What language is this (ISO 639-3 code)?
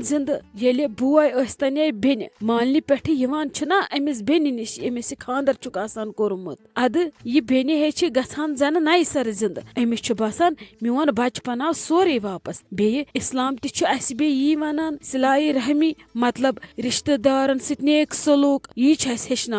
kas